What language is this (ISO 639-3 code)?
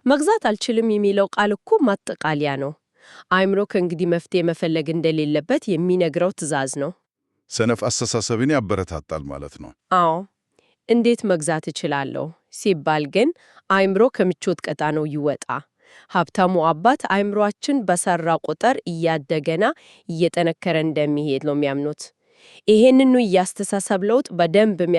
amh